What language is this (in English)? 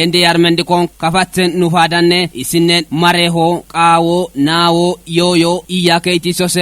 Kafa